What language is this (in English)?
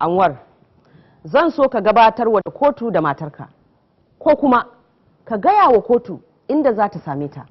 Hausa